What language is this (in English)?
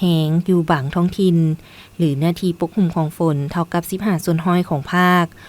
Lao